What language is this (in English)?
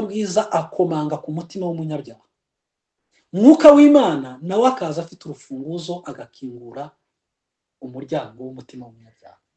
Kinyarwanda